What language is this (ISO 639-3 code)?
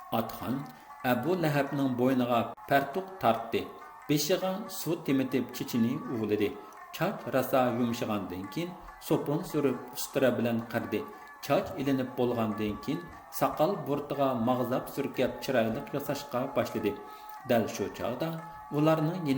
uig